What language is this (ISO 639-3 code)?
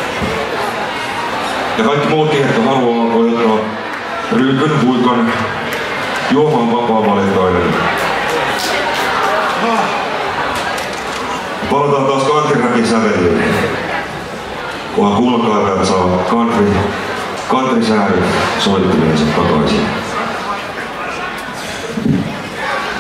fin